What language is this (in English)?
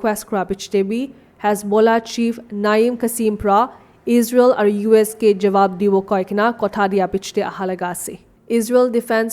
Naga Pidgin